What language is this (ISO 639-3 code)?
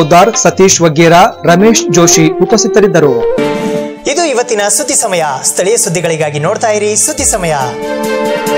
kan